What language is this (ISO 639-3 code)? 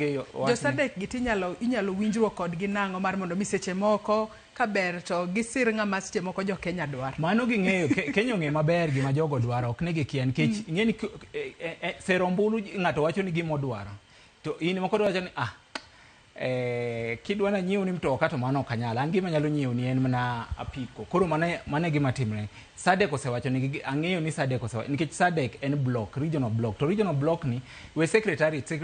luo